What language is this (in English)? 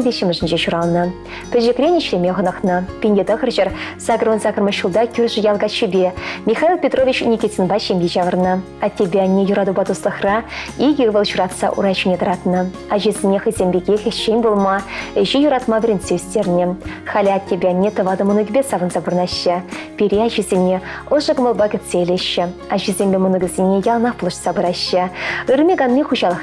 Chuvash